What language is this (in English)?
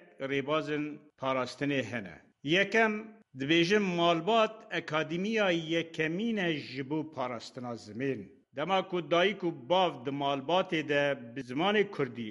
Kurdish